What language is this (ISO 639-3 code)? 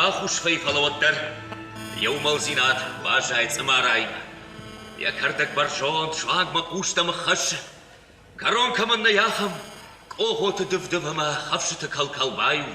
oss